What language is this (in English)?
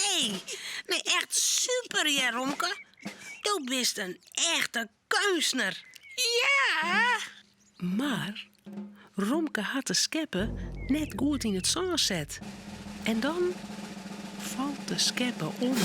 Western Frisian